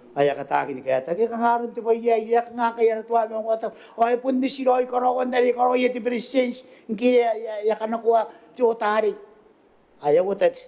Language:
Gilbertese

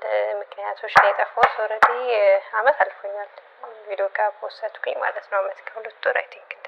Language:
Amharic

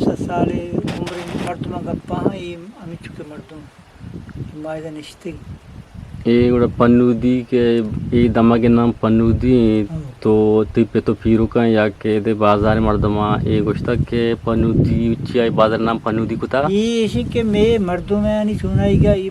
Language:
Eastern Balochi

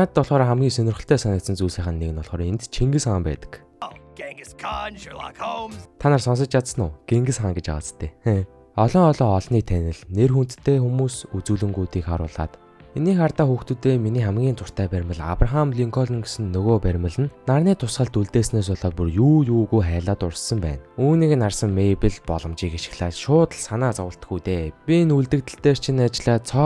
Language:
Mongolian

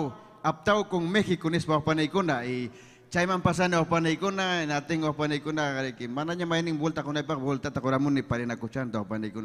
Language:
Ayacucho Quechua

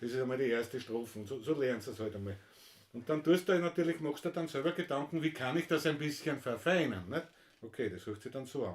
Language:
Bavarian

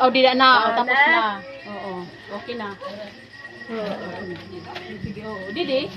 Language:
Waray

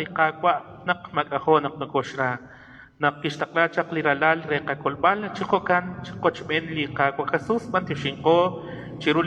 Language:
Kekchí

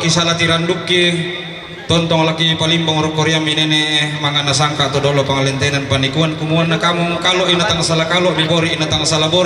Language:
Toraja-Sa'dan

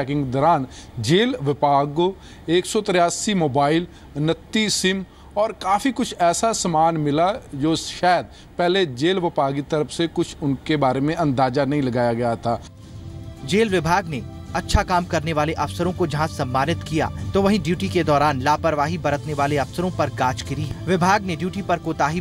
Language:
Hindi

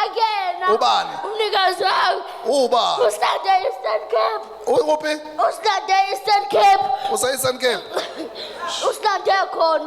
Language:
Zulu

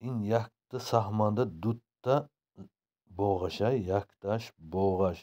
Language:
Tajik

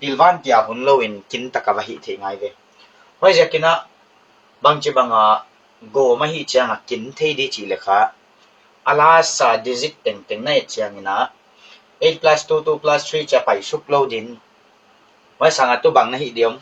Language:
Paite Chin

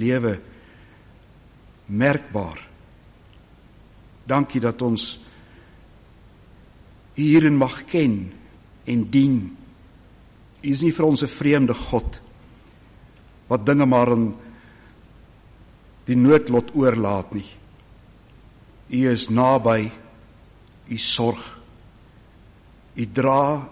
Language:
Afrikaans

